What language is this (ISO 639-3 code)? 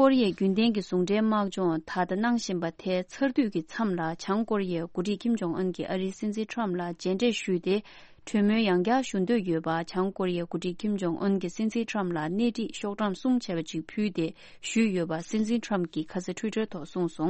bod